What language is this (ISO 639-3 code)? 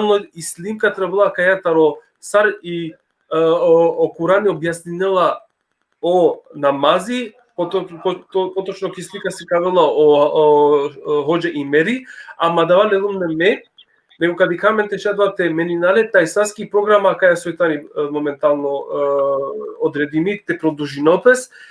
rmn